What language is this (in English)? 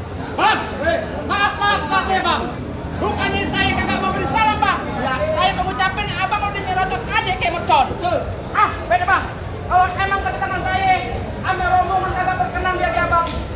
Betawi